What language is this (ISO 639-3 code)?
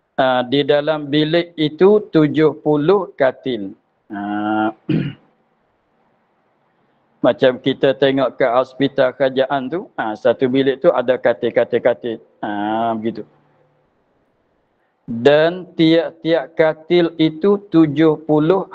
msa